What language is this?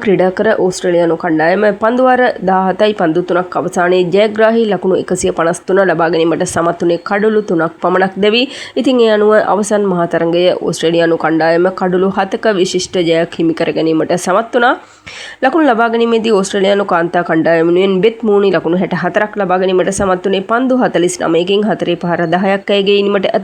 Sinhala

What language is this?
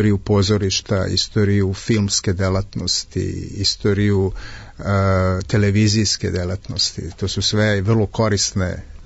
Serbian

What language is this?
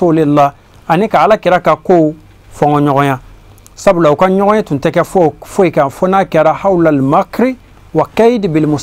Bambara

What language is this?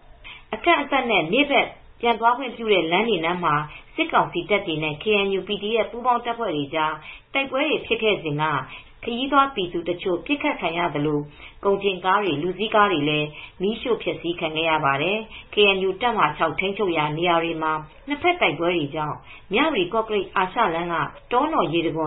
Burmese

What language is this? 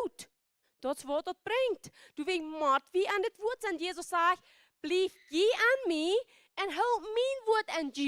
Plautdietsch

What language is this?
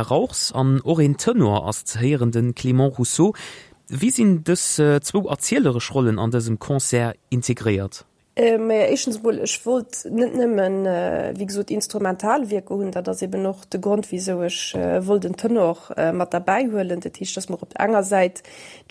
Luxembourgish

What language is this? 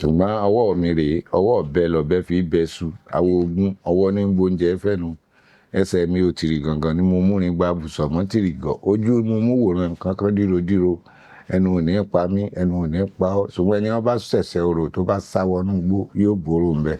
Yoruba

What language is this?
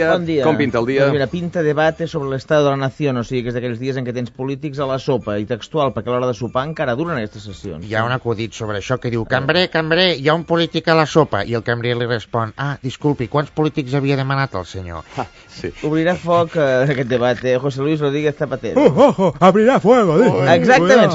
Catalan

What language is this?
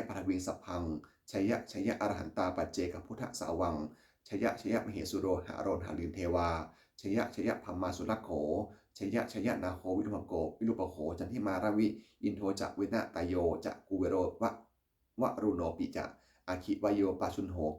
Pali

